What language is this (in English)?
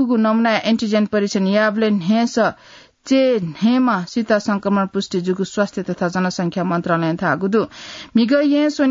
Newari